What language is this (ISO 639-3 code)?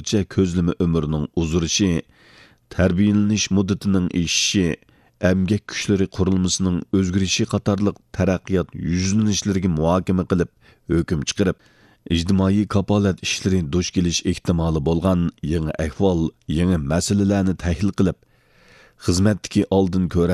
uig